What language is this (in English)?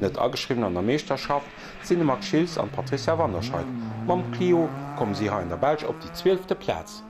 Luxembourgish